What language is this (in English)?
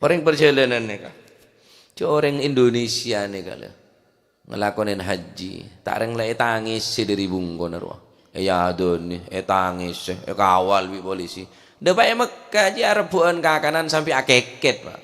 Madurese